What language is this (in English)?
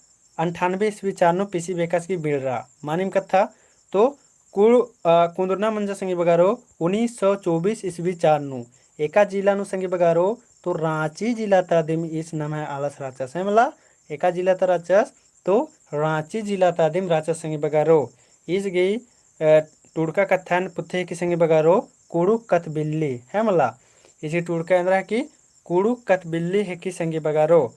Kurukh